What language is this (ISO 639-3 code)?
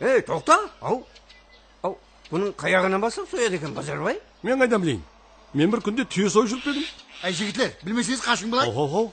kaa